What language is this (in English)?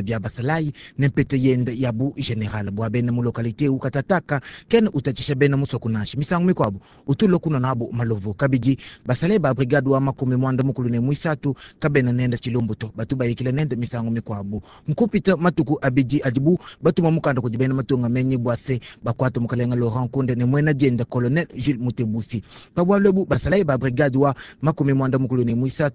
Luba-Lulua